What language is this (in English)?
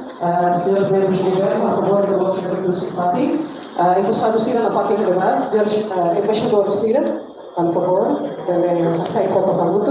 Tetum